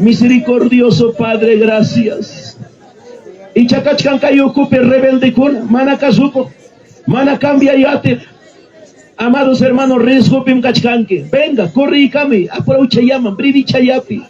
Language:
Ayacucho Quechua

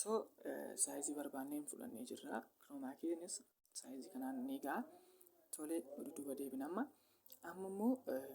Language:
Oromo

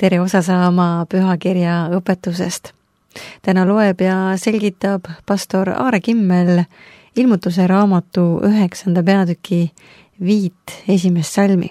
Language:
Estonian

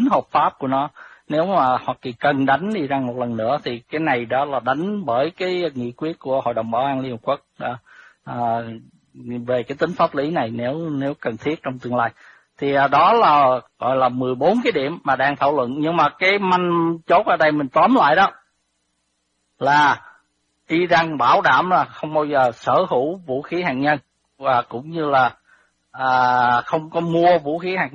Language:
Vietnamese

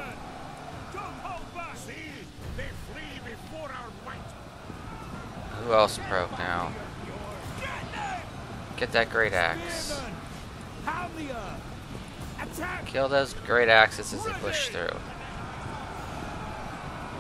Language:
English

